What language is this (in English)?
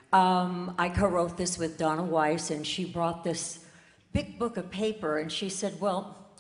English